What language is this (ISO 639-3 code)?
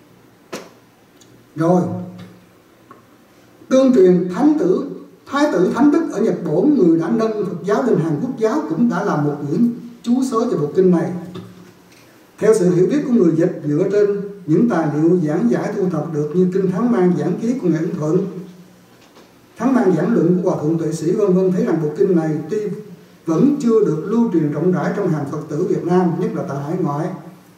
vie